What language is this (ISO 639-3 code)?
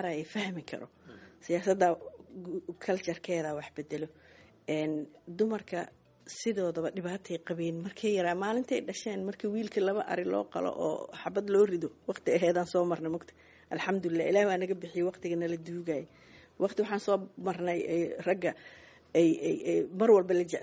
som